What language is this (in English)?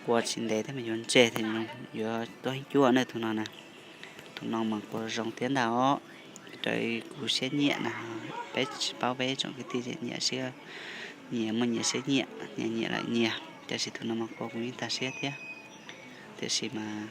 Hmong